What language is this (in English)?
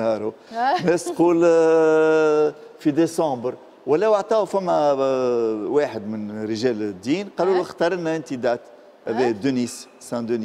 Tunisian Arabic